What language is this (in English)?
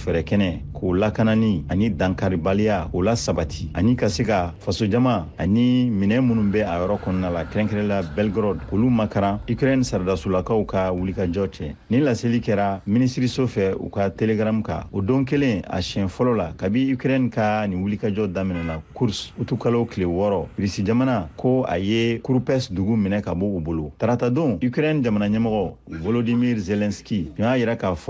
Bambara